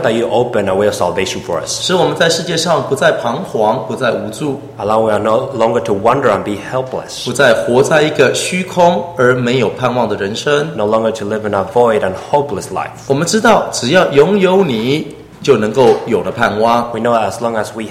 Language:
Chinese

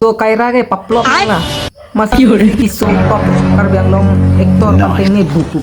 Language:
Karbi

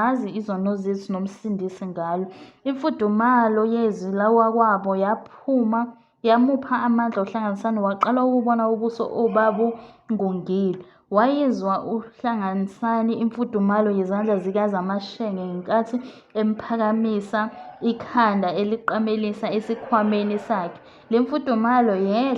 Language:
Zulu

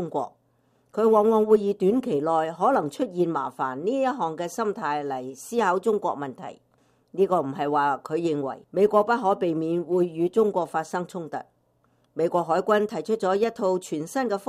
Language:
Cantonese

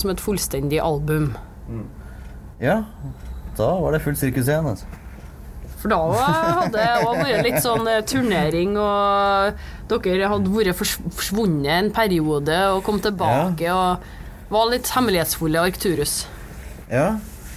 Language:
Norwegian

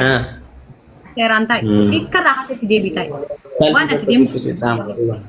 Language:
Oromo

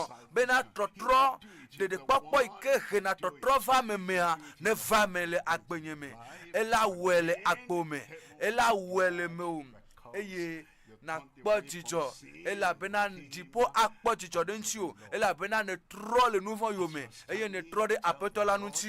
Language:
Ewe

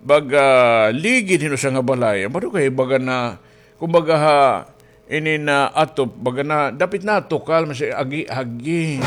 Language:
Waray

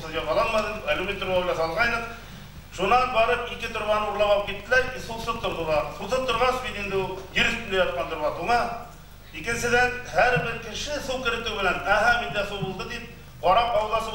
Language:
Bashkir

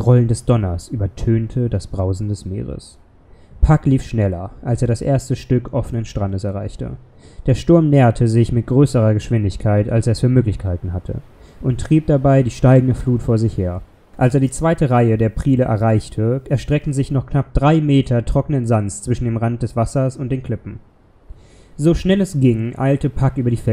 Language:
German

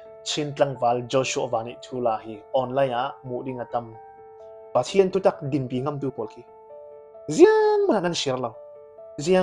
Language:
Falam Chin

